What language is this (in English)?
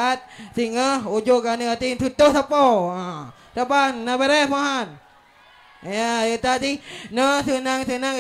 Achinese